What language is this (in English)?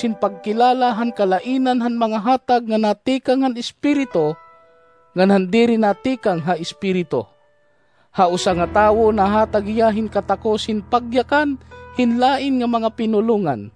Waray